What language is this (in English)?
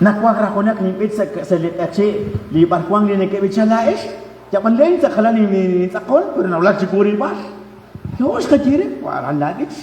Kekchí